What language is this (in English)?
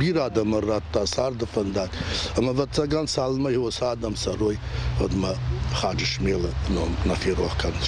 Ossetic